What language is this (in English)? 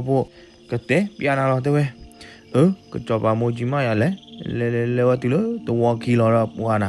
S'gaw Karen